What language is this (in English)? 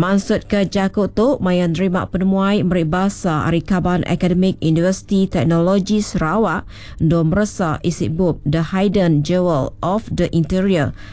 Iban